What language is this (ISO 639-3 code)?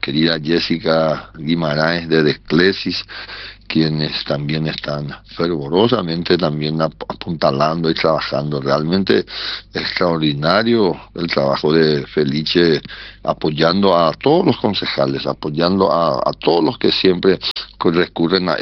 spa